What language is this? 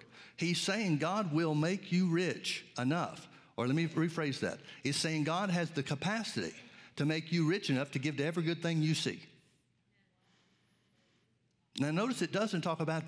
English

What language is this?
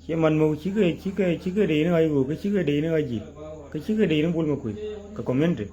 Nuer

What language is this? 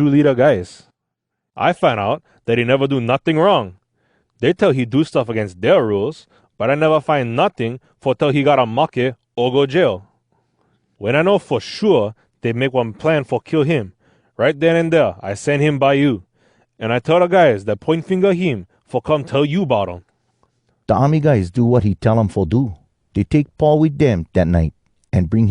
Hawai'i Creole English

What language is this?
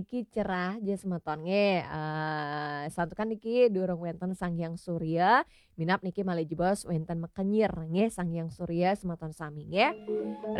Balinese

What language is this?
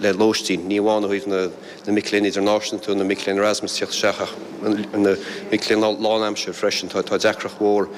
Irish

